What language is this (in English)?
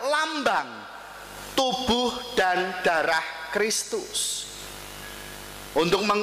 Indonesian